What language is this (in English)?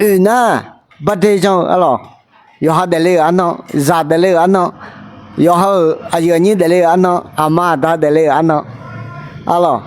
Akha